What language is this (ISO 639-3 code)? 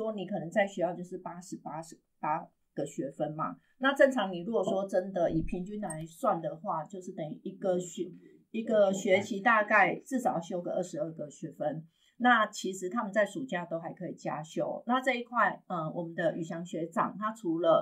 zho